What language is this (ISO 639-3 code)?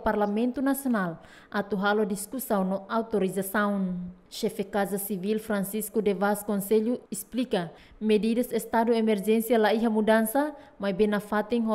tet